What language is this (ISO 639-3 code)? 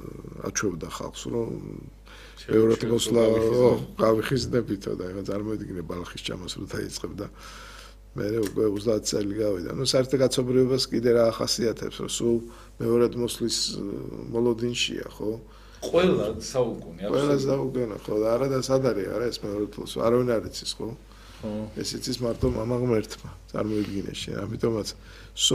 kat